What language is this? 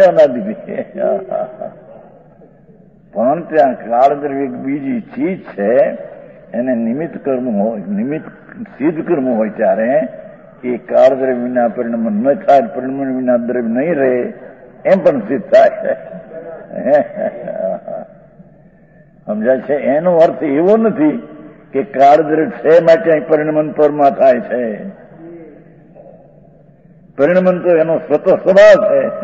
Gujarati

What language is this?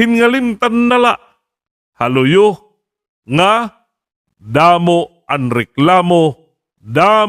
Waray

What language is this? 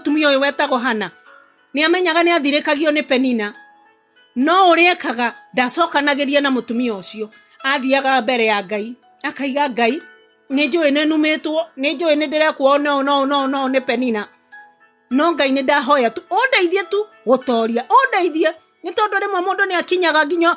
Kikuyu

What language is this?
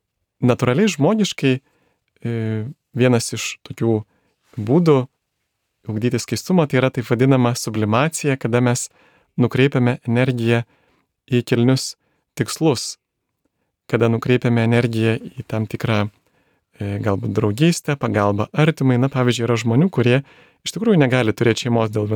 Lithuanian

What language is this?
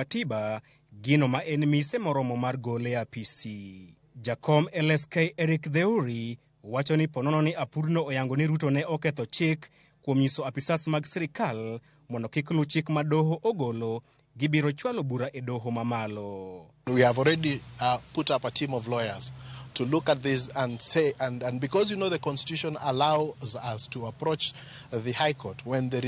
Luo (Kenya and Tanzania)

